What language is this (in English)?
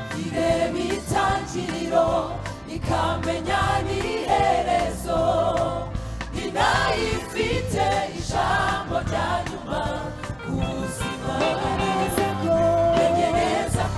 Kinyarwanda